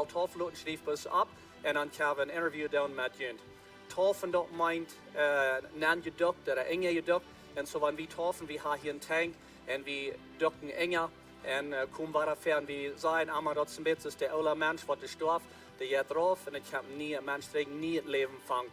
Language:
Plautdietsch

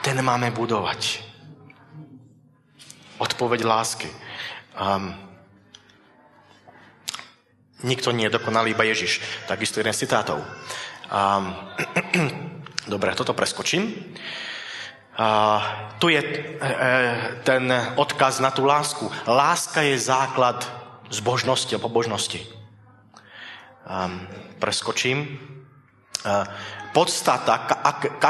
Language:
Slovak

